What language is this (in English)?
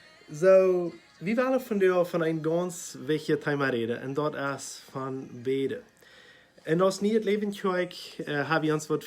Plautdietsch